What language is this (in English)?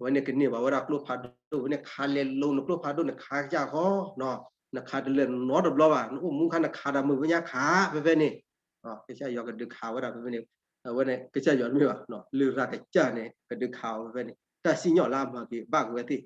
S'gaw Karen